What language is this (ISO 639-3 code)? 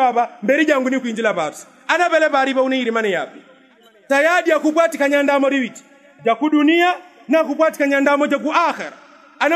yao